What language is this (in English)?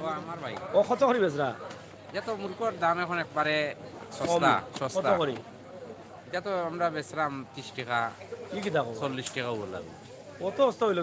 Sylheti